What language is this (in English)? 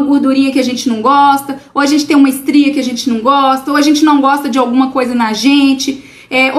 Portuguese